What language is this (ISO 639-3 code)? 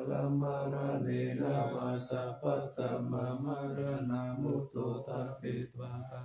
pli